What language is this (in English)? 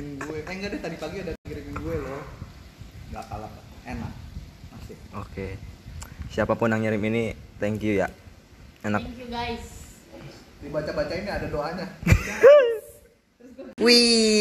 Indonesian